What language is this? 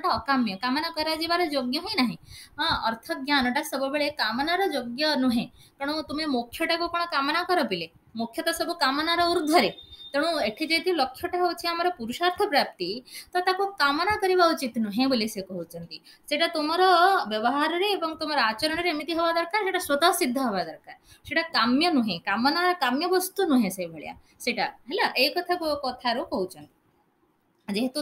Odia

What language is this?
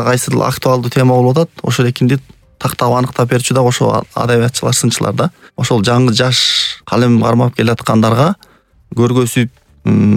Kyrgyz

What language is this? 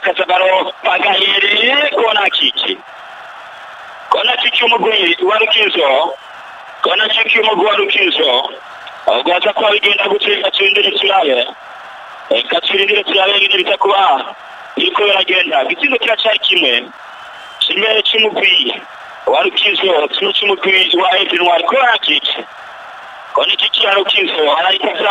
Rundi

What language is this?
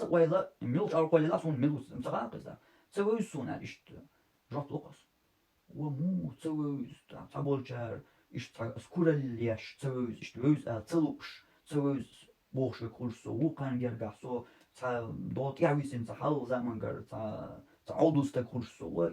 Chechen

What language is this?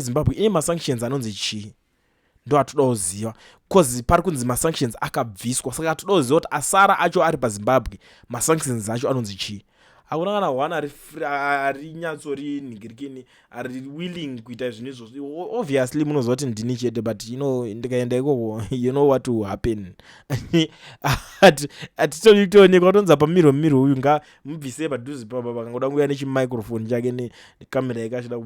Shona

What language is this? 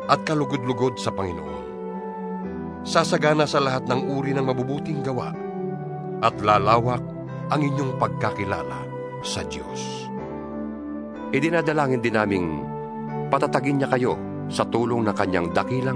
Filipino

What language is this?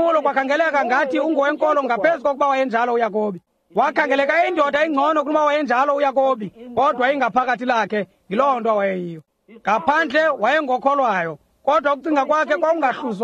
Xhosa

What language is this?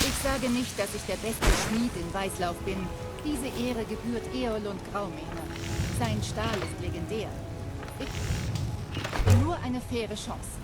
Bavarian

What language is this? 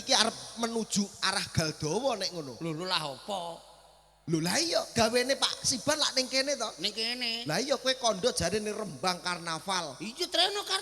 Javanese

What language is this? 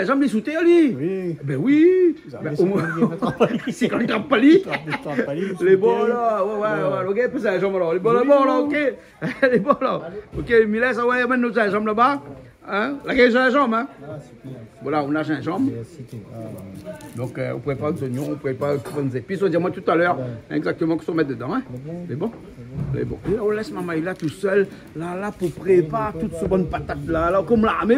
Réunion Creole French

